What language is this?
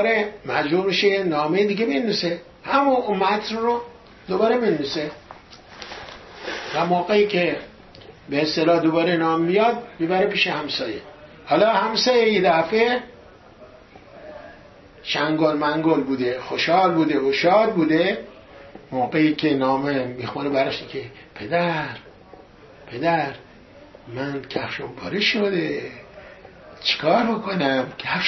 Persian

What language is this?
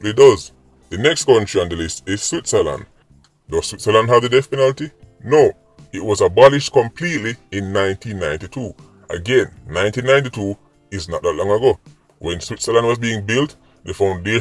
Jamaican Creole English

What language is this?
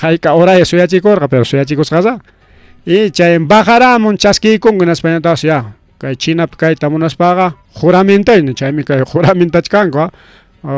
Ayacucho Quechua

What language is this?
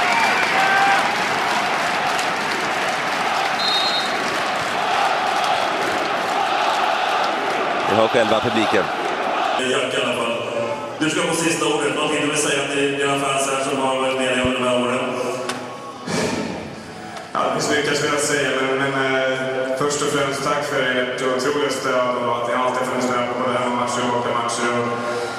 Swedish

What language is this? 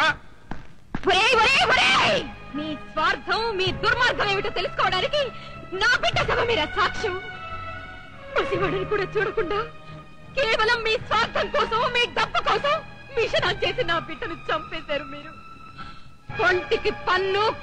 Telugu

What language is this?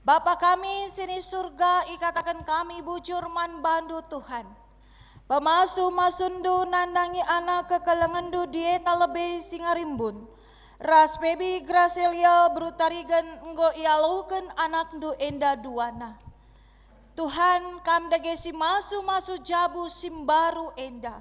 Batak Karo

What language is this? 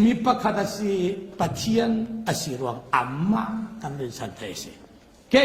Falam Chin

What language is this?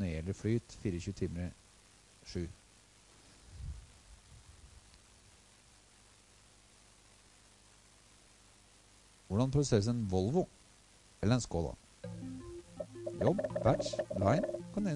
Norwegian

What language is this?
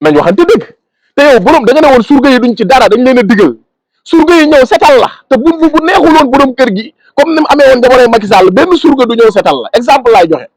Wolof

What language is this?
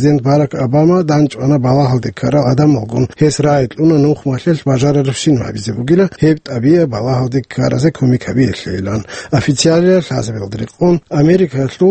Avaric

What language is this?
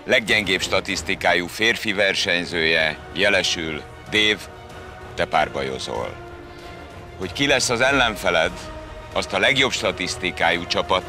Hungarian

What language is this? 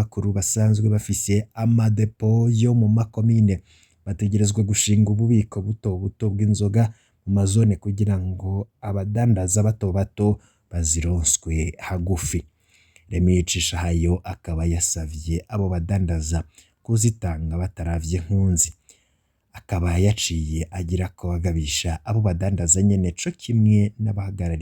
Rundi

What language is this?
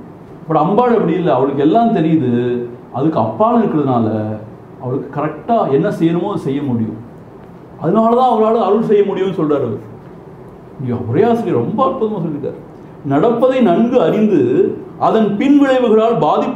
Tamil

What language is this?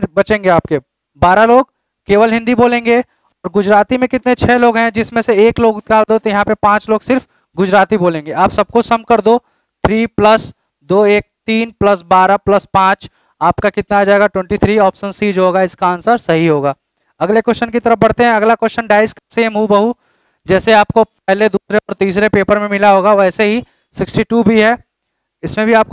Hindi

